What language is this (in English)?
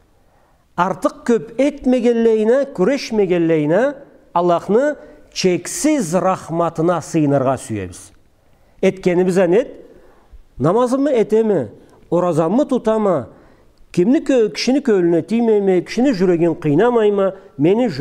Karachay-Balkar